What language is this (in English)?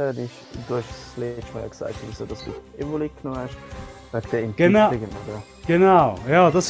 Swiss German